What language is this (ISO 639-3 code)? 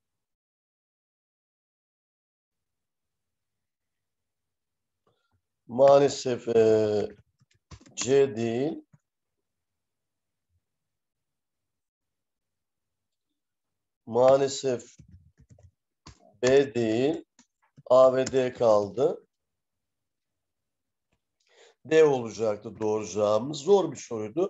tur